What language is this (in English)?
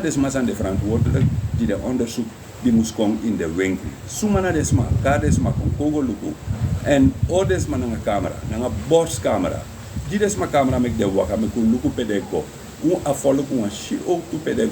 Sranan Tongo